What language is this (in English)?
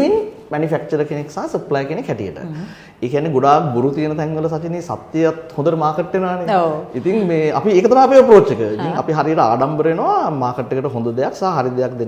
Sinhala